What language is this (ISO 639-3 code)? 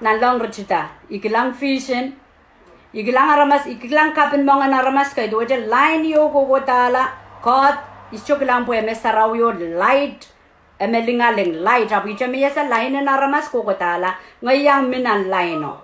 pon